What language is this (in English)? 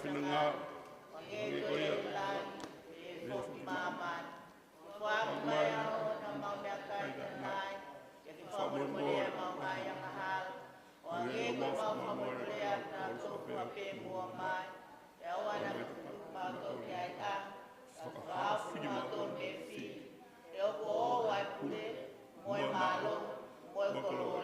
Tongan